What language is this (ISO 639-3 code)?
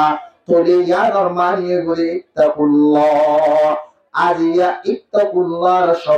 rhg